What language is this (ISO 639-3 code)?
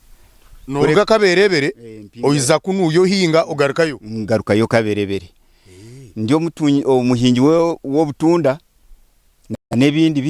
nyn